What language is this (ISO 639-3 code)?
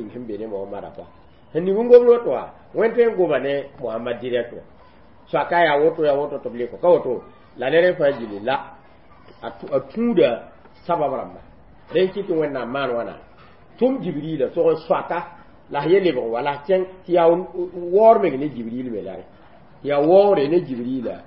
mos